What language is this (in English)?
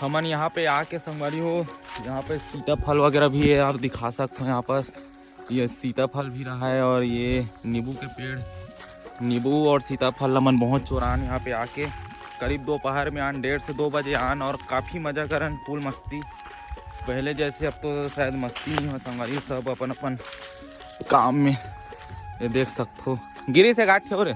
Chhattisgarhi